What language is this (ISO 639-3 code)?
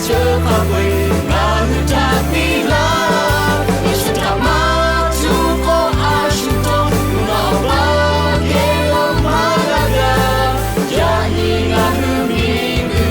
lhu